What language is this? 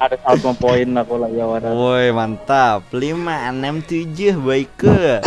Banjar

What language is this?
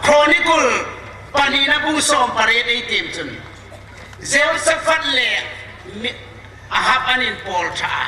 Hmar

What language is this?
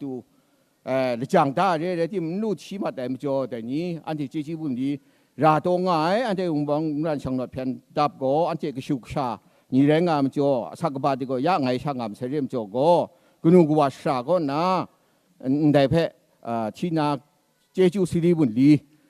Kachin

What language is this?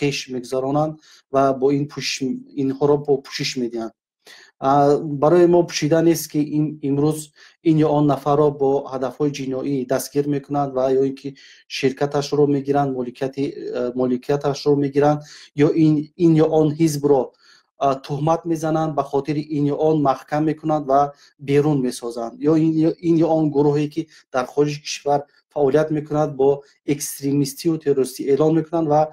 Tajik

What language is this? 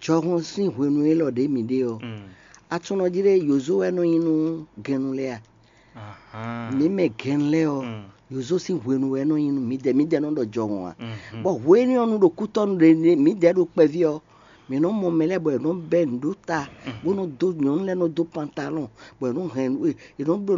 Fon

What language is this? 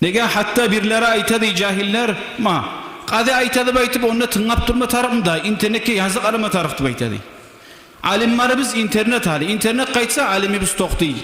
Kumyk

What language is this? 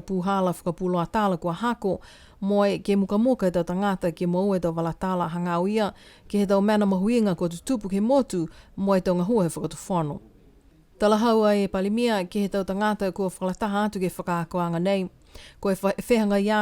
Niuean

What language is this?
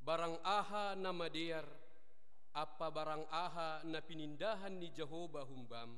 Batak Simalungun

